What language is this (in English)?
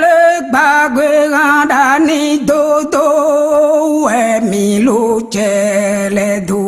Fon